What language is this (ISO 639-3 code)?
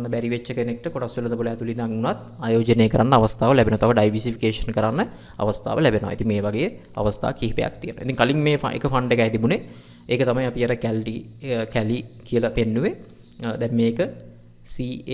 sin